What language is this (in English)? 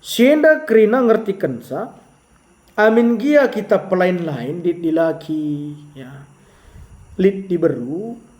Batak Karo